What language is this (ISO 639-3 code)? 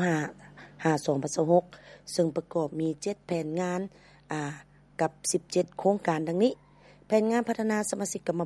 lao